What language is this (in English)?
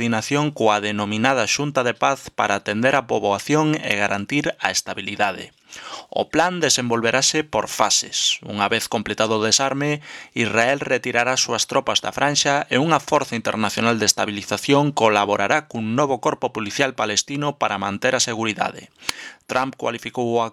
Galician